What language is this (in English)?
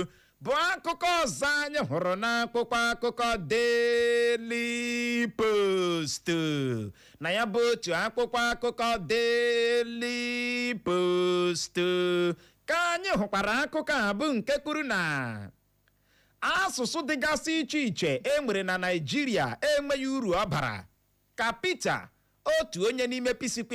Igbo